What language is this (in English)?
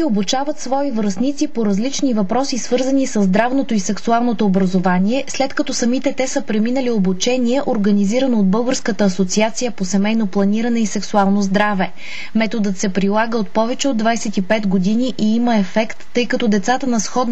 Bulgarian